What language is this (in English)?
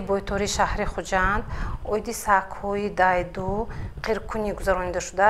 Tajik